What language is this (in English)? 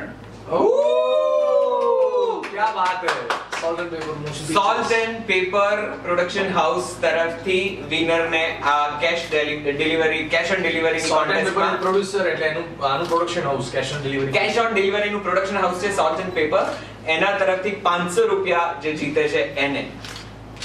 Gujarati